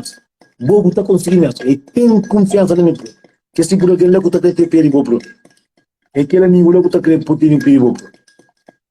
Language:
Kabuverdianu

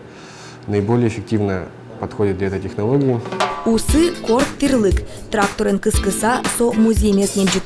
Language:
Udmurt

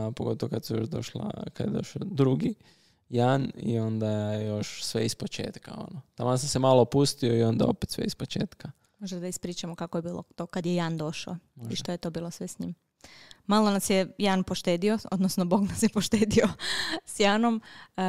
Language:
Croatian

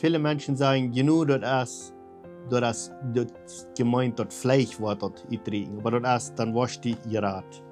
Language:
Plautdietsch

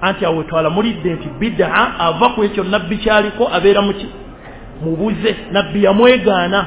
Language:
Ganda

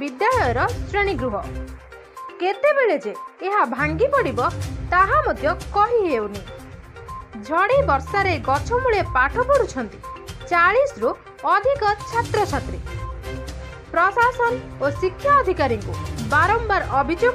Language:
Odia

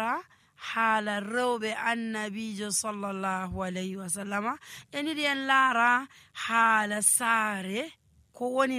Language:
Fula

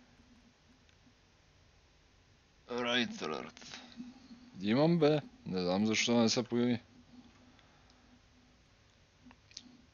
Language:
Bulgarian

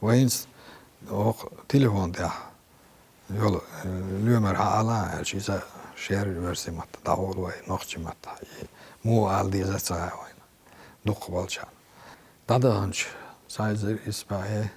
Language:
Chechen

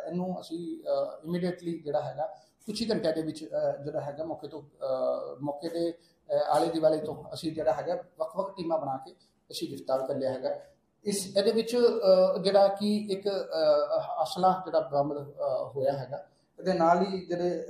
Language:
Punjabi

